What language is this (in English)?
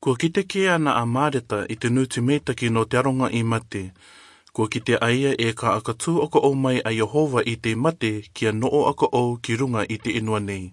Rarotongan